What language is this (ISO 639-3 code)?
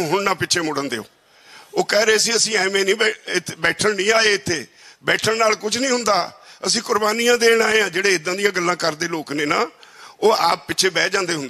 pan